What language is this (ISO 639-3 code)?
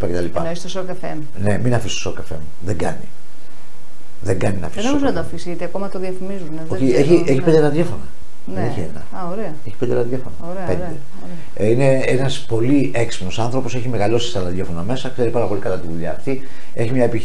ell